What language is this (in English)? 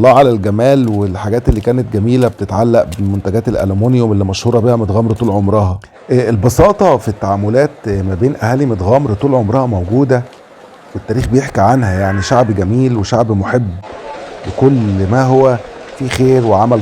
Egyptian Arabic